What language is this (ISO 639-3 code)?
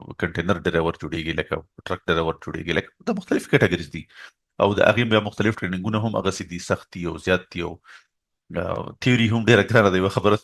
pus